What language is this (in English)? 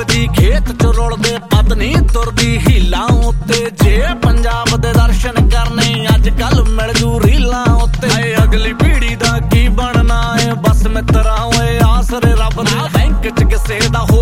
Punjabi